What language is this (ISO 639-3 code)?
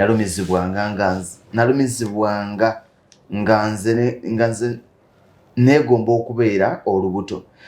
lug